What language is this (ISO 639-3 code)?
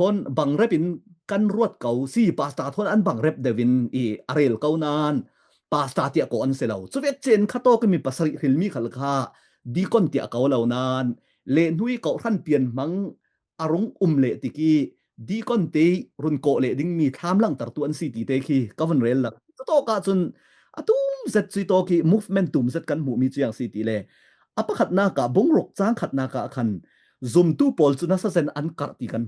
cfm